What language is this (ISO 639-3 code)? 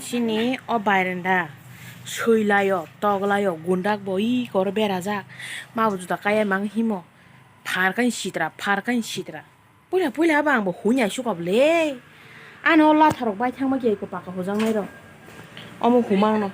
trp